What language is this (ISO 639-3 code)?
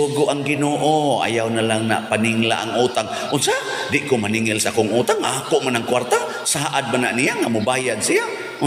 ceb